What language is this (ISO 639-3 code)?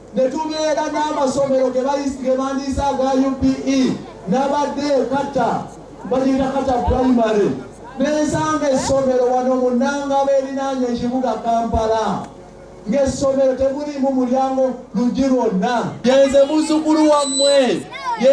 lug